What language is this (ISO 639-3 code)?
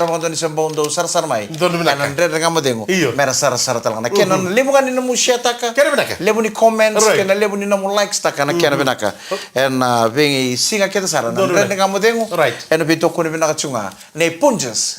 fij